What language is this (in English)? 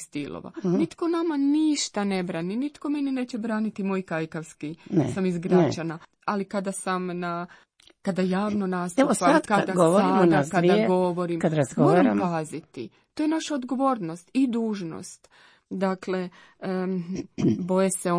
Croatian